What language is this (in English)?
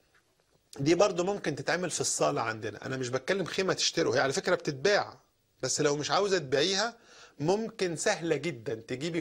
Egyptian Arabic